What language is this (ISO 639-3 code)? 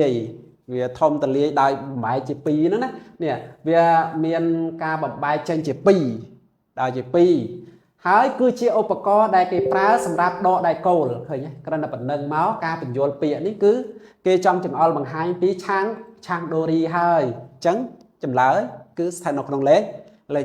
khm